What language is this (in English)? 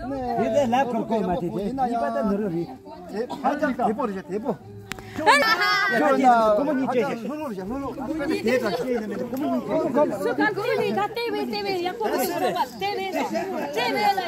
Tibetan